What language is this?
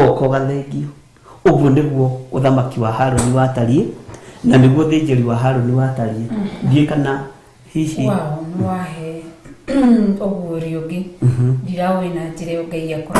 Kikuyu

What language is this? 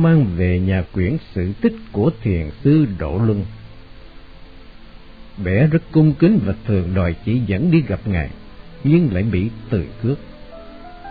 Vietnamese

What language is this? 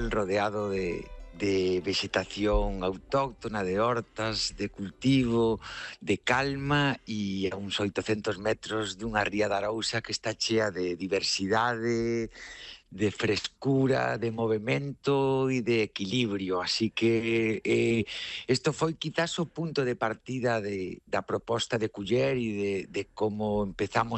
Galician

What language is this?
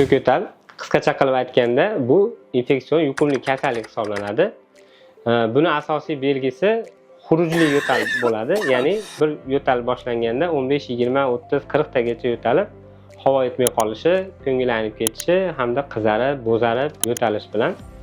Uzbek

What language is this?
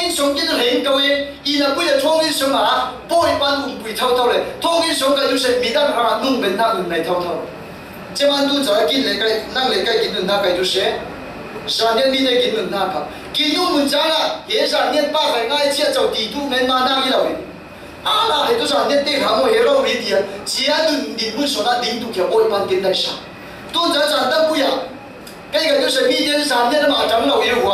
Falam Chin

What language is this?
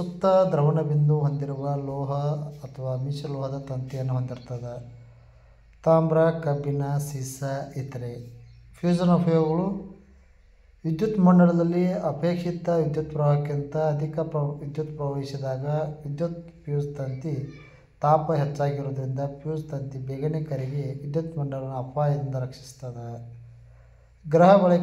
Kannada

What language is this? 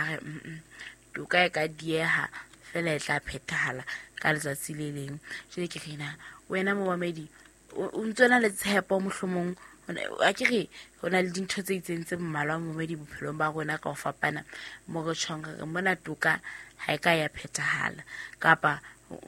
Southern Sotho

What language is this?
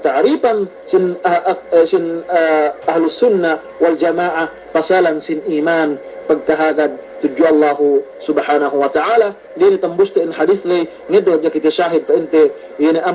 Yakan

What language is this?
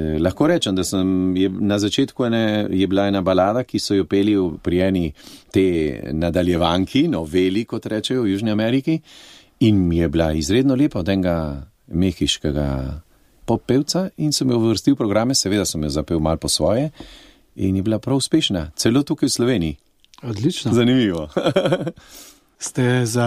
Slovenian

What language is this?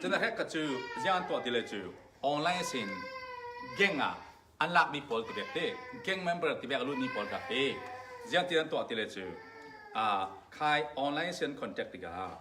Falam Chin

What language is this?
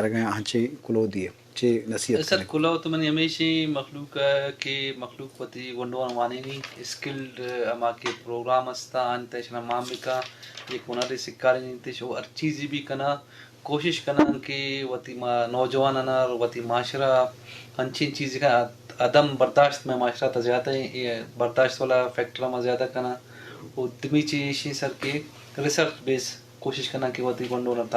Eastern Balochi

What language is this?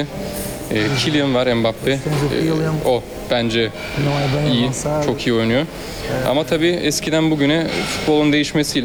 Turkish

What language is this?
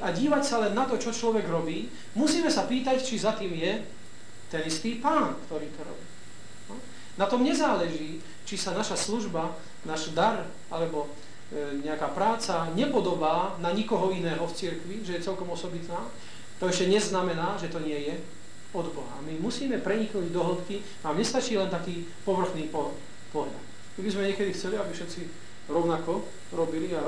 Slovak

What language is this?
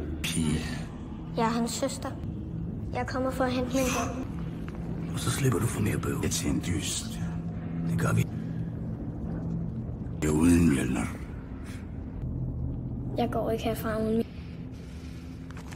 Danish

